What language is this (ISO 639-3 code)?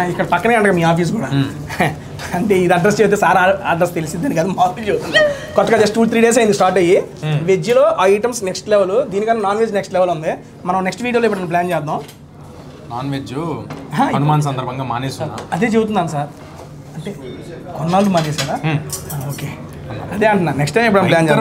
tel